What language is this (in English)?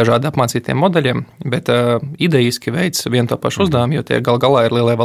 Latvian